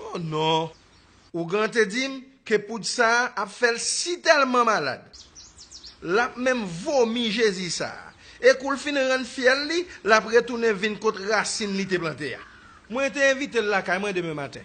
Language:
Haitian Creole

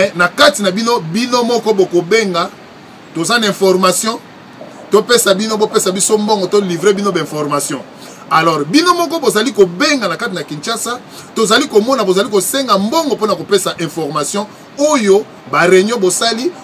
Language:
Lingala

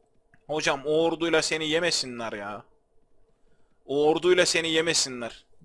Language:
Turkish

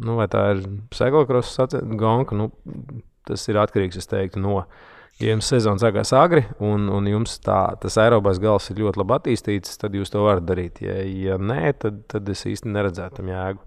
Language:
Latvian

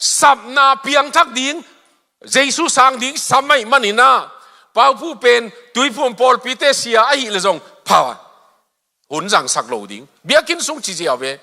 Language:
Tedim Chin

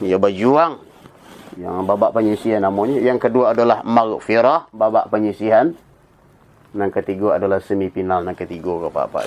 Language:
Minangkabau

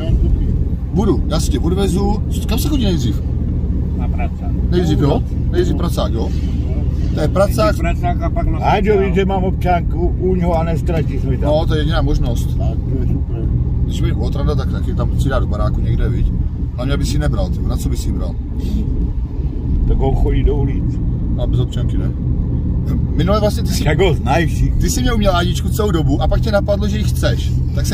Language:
Czech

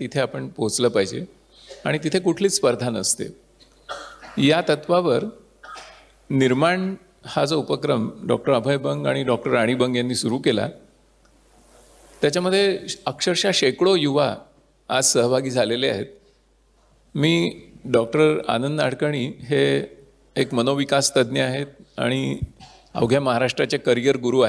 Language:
Marathi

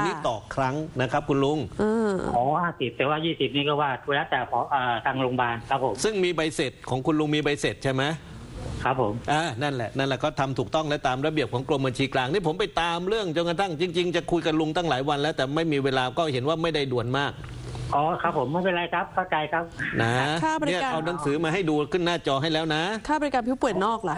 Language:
Thai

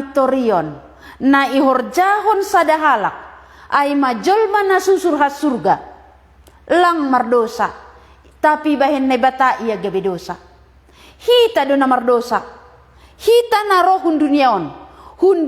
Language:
Batak Simalungun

